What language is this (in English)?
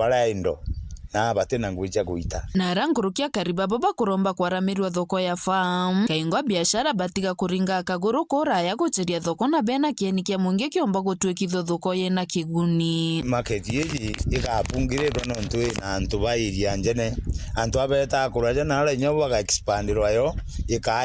Meru